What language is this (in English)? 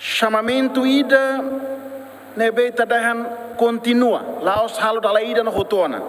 Tetum